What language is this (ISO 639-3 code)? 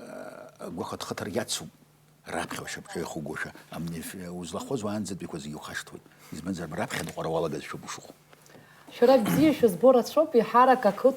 abk